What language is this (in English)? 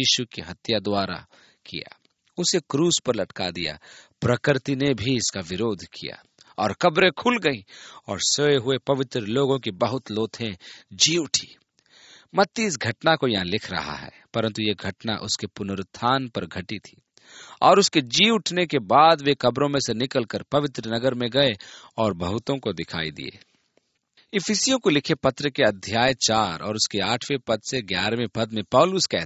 Hindi